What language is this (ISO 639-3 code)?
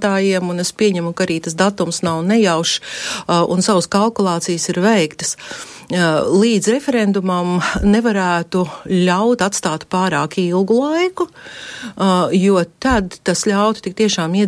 lav